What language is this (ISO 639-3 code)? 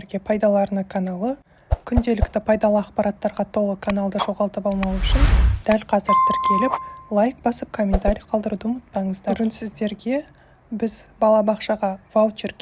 kaz